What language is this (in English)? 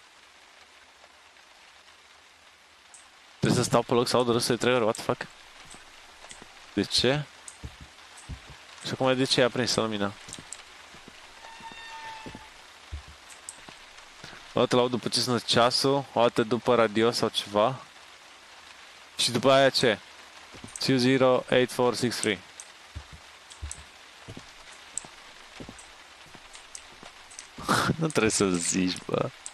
Romanian